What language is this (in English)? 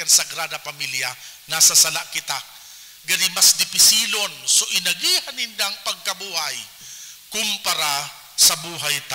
Bikol